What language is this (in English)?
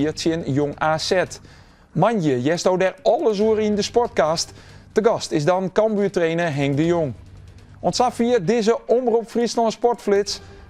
Western Frisian